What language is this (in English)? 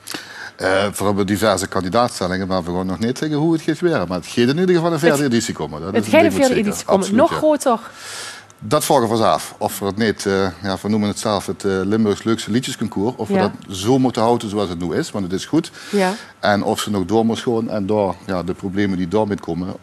Limburgish